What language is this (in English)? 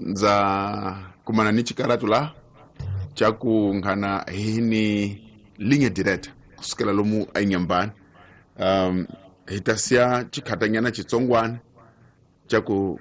Tsonga